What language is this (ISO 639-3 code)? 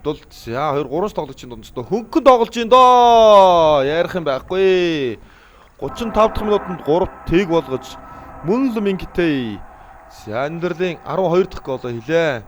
mon